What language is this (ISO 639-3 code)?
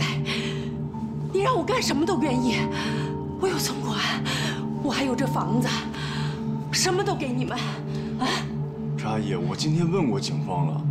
zho